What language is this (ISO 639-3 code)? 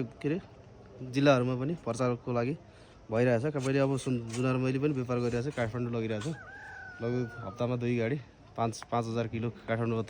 nep